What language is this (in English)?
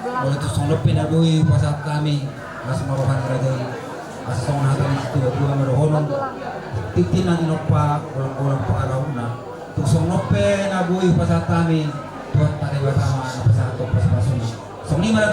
Batak Toba